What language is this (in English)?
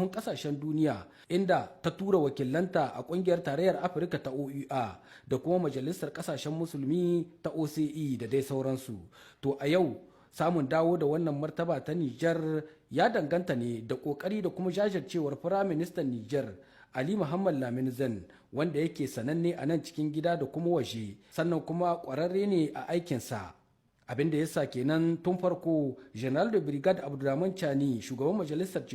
Hausa